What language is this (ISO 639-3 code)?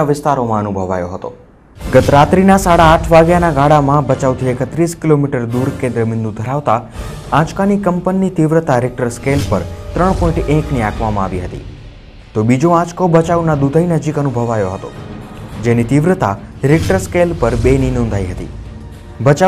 guj